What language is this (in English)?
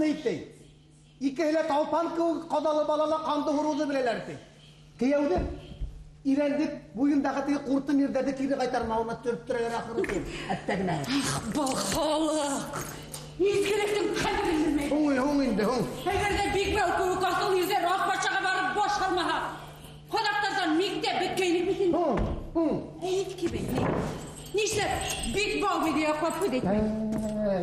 Bashkir